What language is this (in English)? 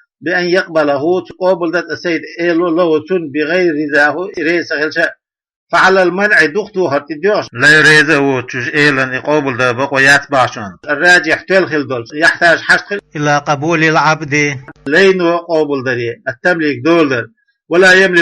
Chechen